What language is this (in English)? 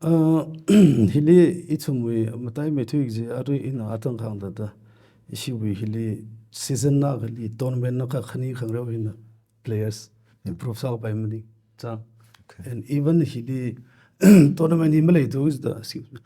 Tangkhul Naga (India)